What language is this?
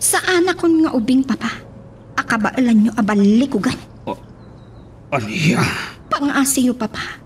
Iloko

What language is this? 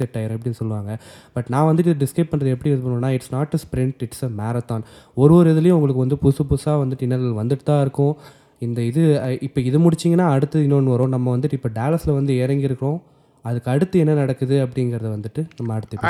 Tamil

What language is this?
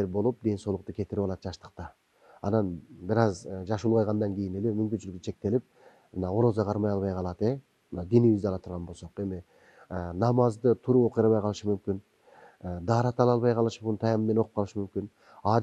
Kyrgyz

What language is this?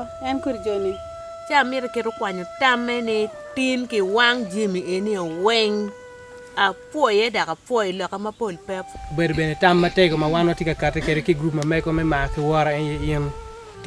Acoli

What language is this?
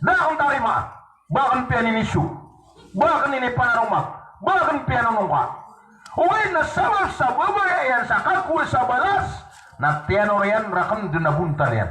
Maranao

